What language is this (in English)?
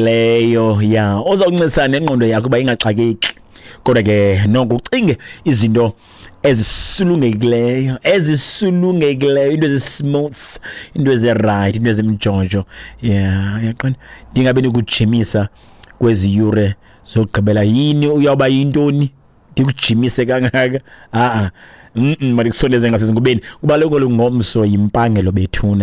Xhosa